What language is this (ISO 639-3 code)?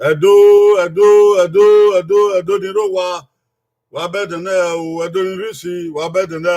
bin